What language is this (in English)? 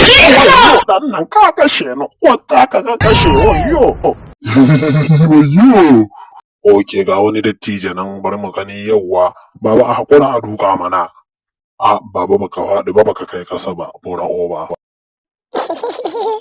Hausa